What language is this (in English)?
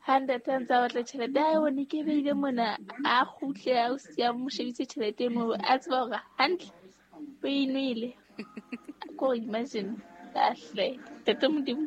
Southern Sotho